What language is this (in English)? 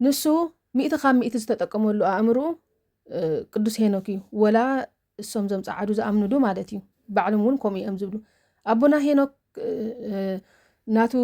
Tigrinya